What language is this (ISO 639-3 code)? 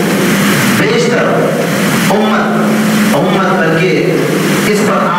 urd